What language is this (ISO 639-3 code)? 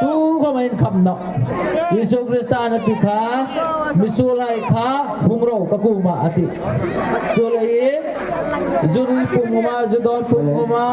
hmr